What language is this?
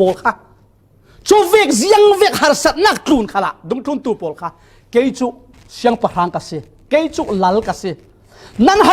Falam Chin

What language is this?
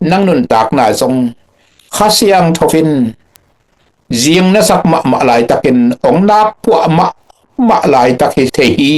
Tedim Chin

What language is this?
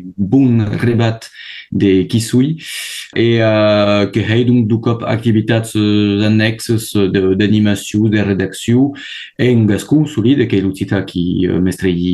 Occitan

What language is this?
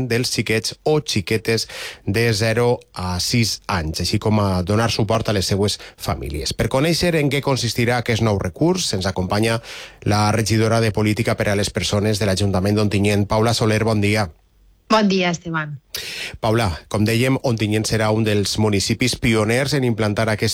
Catalan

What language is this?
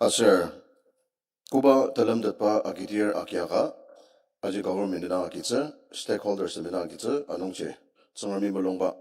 Ao Naga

